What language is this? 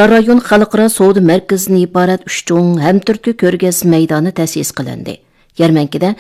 Uyghur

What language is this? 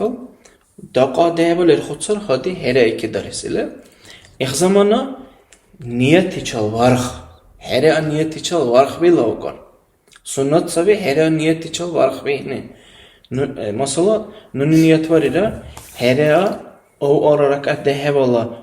Dargwa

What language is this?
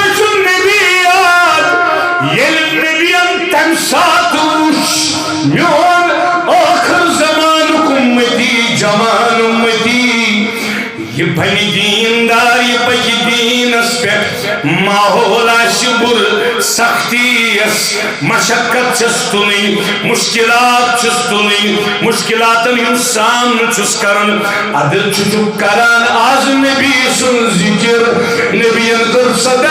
Kashmiri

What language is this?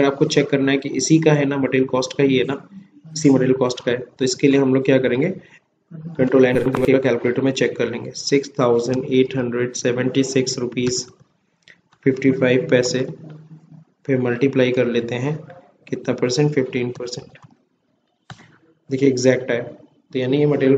Hindi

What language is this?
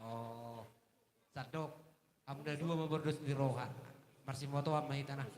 Batak Toba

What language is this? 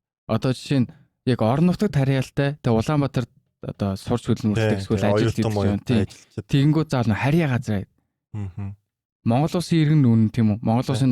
Mongolian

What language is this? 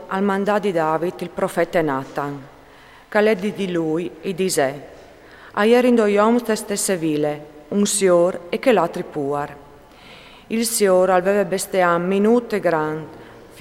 Friulian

